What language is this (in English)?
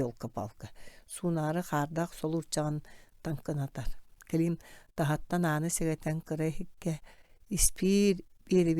Yakut